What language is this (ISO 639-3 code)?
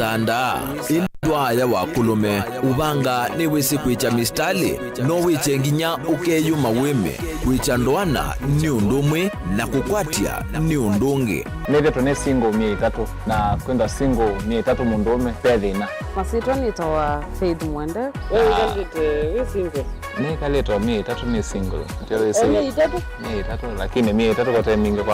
kam